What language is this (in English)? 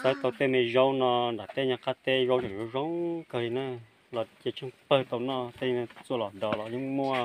Hmong